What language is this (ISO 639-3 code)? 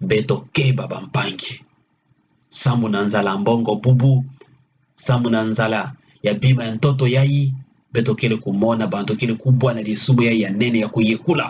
ktu